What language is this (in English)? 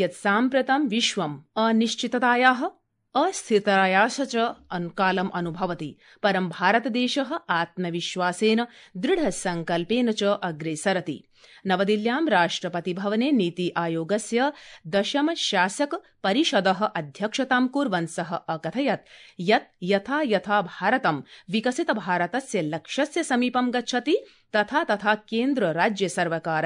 Sanskrit